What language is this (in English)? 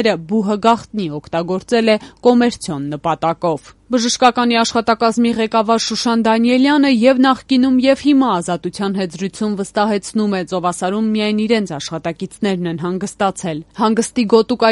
Armenian